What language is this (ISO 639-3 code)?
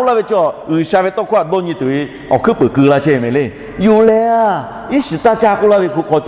lhu